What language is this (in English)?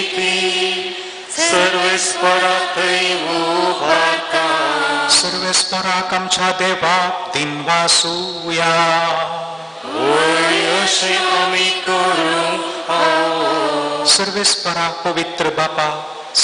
Konkani